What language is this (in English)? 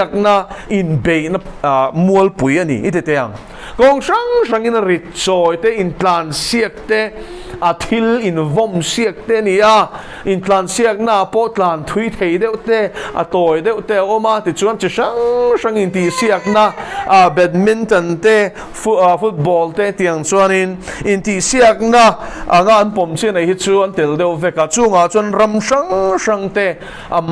Mizo